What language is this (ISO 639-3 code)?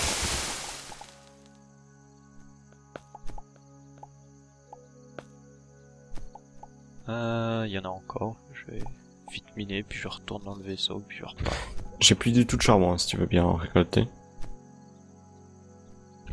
fra